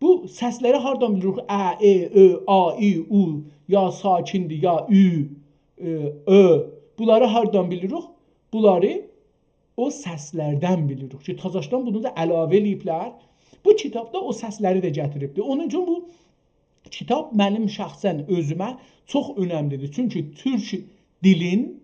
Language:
South Azerbaijani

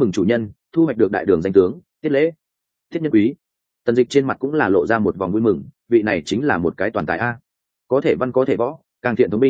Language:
Vietnamese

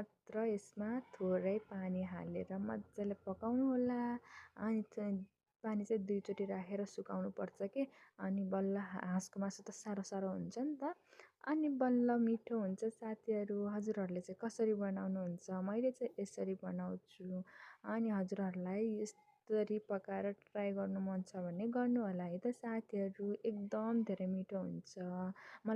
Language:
Nepali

